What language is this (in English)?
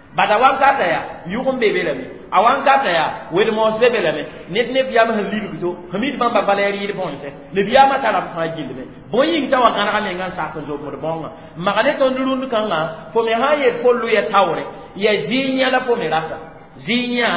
Mossi